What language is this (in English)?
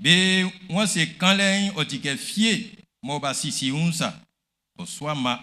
Baoulé